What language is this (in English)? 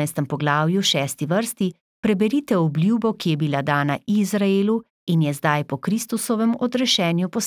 Slovenian